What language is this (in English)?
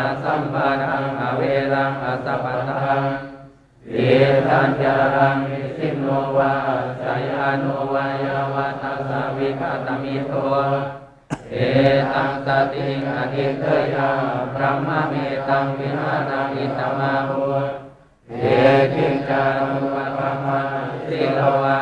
Pali